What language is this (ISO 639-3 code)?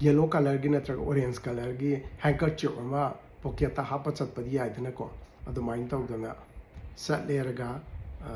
mni